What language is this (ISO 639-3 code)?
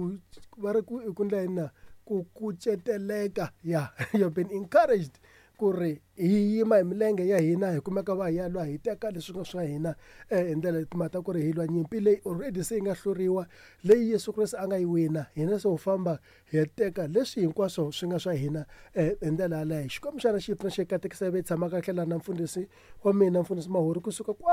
tso